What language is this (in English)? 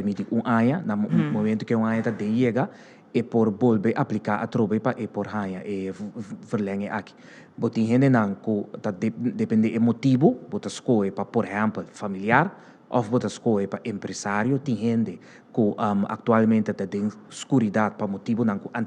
Papiamento